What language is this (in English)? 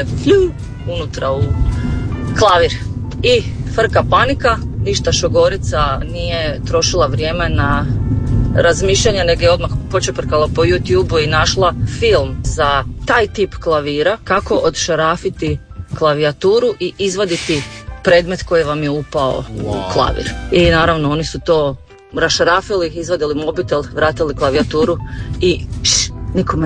Croatian